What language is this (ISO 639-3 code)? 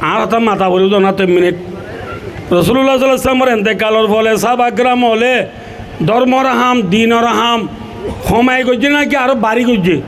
rhg